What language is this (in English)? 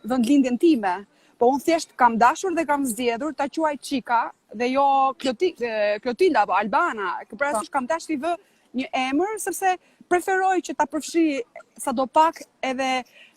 Albanian